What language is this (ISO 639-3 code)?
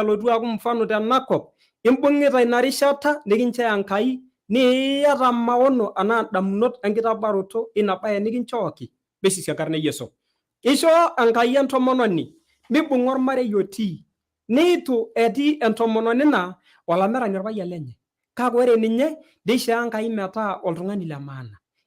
mas